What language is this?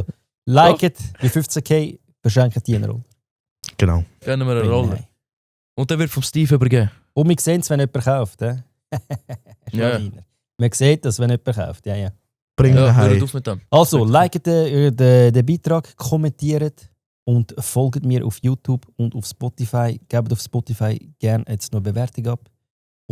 Swiss German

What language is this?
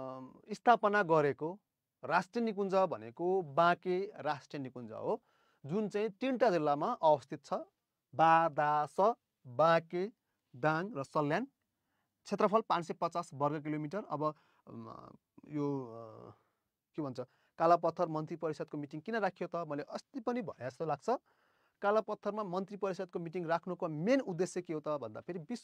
Nepali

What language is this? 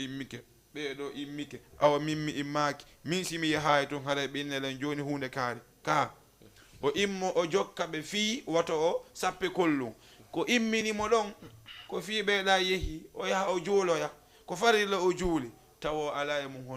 Fula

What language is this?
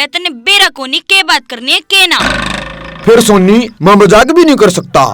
Haryanvi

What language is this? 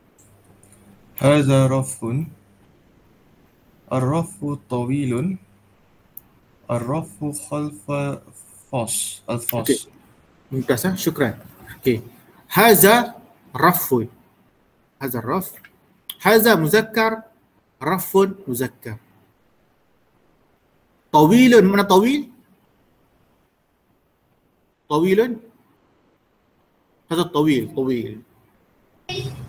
Malay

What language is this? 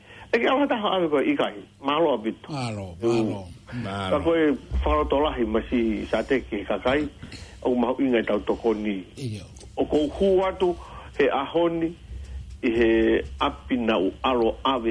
Tongan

